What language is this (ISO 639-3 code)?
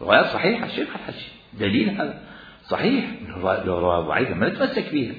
acm